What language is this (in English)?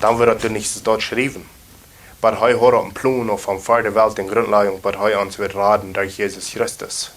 Plautdietsch